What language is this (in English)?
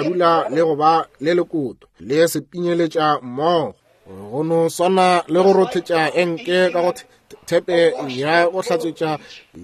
Northern Sotho